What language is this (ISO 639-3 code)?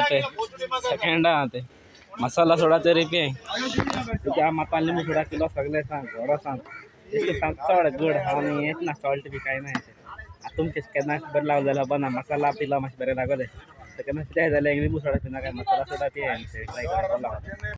kok